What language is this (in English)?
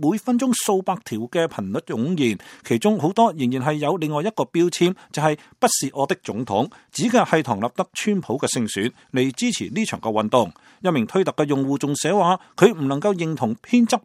Cantonese